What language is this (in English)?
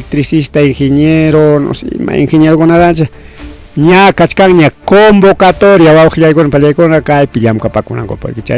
Ayacucho Quechua